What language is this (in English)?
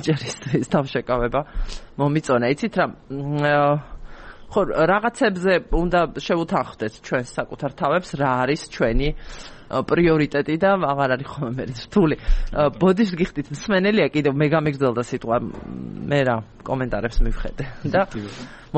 Georgian